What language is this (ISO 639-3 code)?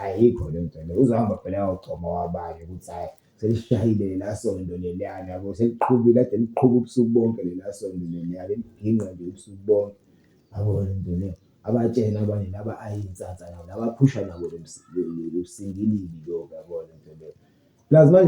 zul